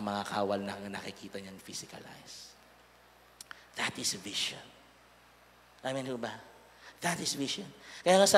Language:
Filipino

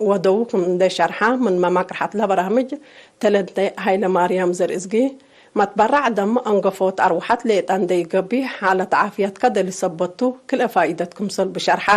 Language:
Tigre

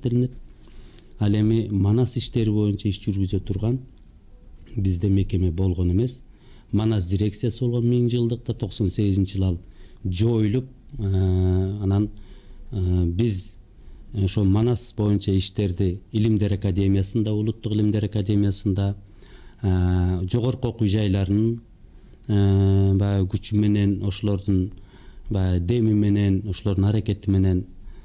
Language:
Kyrgyz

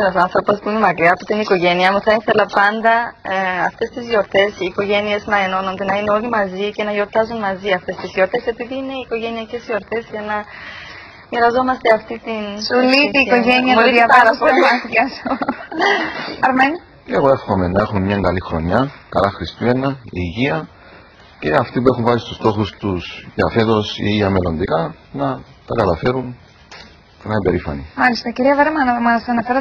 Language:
Greek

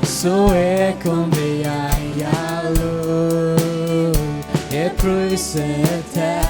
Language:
Faroese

